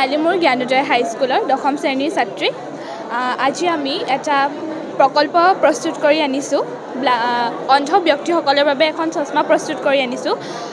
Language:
Assamese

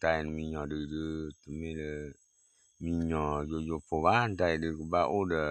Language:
S'gaw Karen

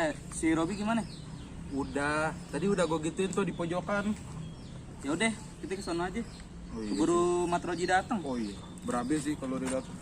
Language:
Betawi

